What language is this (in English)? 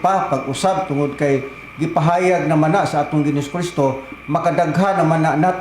Cebuano